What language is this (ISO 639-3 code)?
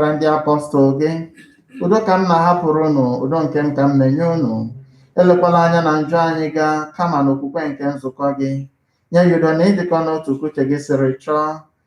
ibo